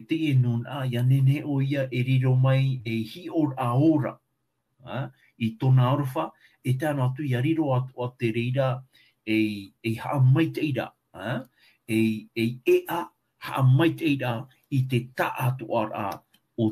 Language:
Tahitian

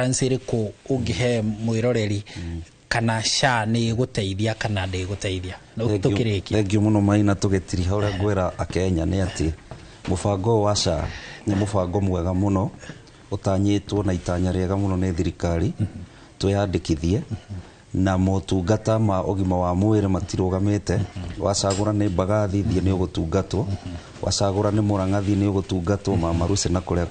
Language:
Kikuyu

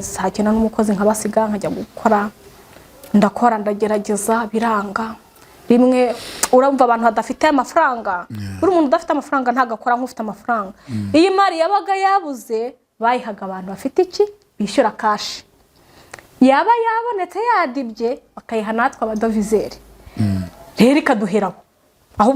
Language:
Kinyarwanda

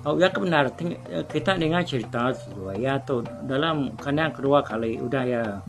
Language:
Iban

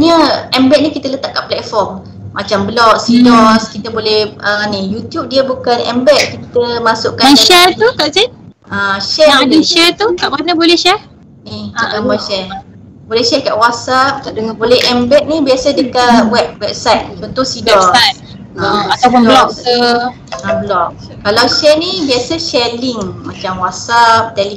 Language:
Malay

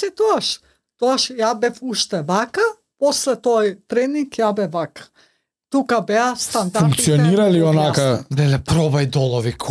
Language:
Macedonian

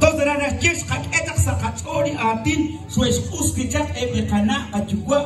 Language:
Kekchí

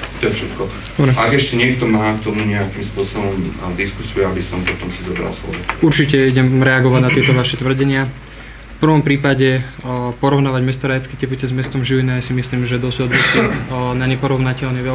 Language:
Slovak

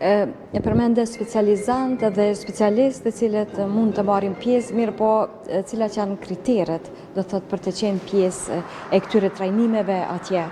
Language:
Albanian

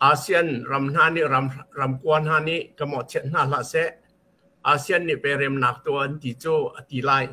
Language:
Hakha Chin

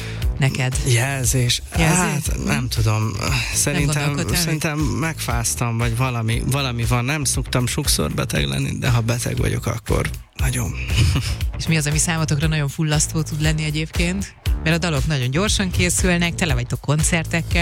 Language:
Hungarian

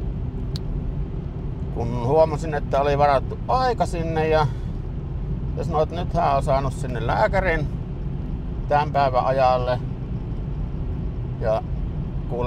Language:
Finnish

